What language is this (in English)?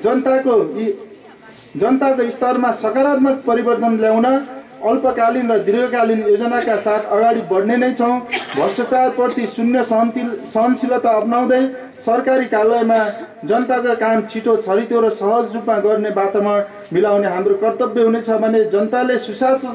Nepali